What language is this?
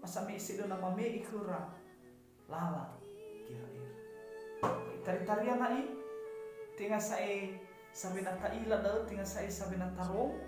Nias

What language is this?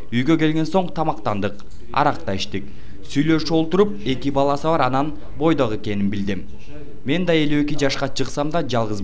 Kyrgyz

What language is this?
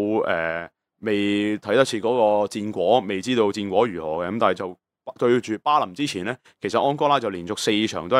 Cantonese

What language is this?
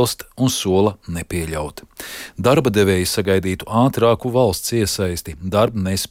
Latvian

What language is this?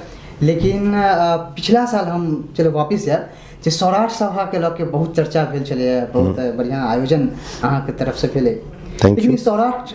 Maithili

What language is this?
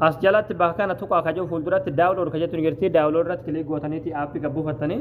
Oromo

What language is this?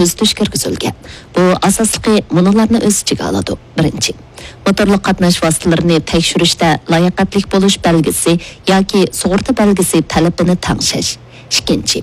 Uyghur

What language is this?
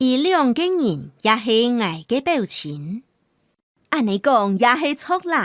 Hakka Chinese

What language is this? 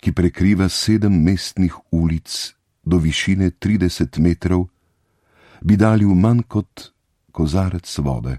Slovenian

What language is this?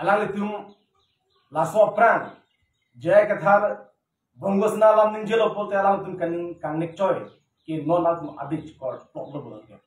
Karbi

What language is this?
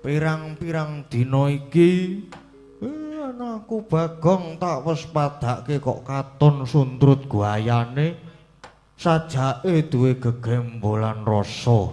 Javanese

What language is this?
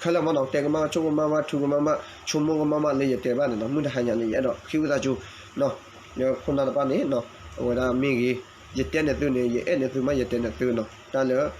S'gaw Karen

